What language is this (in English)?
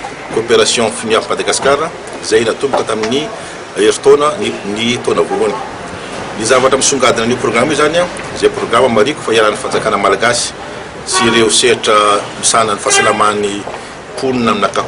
Malagasy